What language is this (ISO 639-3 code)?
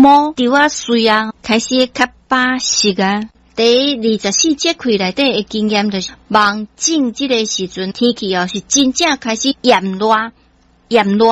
nan